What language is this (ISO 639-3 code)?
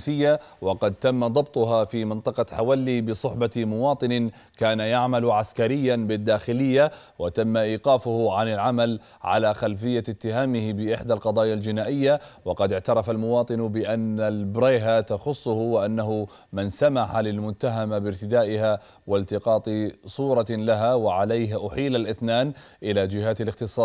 ara